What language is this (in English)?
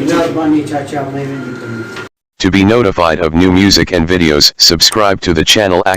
Saraiki